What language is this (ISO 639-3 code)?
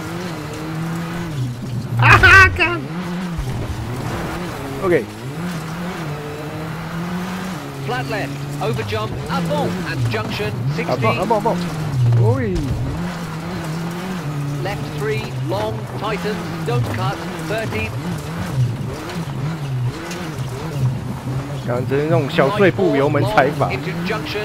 zho